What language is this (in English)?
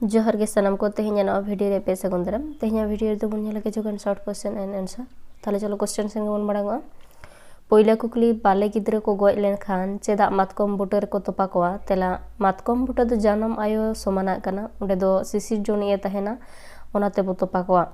Santali